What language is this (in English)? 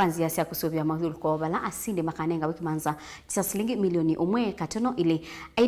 Kamba